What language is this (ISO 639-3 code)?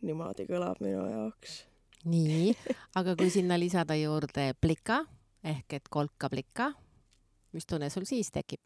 est